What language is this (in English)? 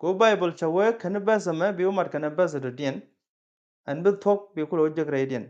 Nuer